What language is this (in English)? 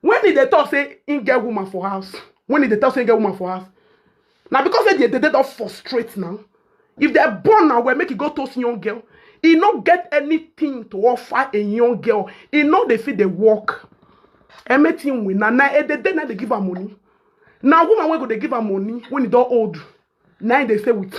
Nigerian Pidgin